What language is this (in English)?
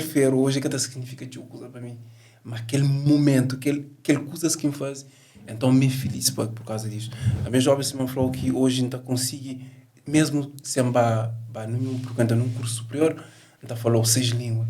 Kabuverdianu